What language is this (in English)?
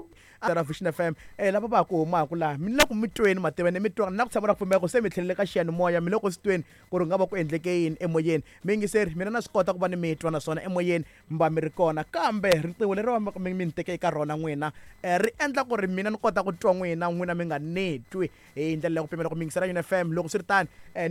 Tsonga